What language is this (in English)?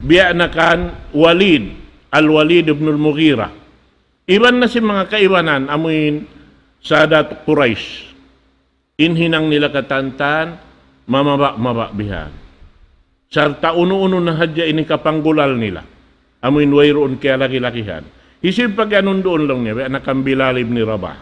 Tausug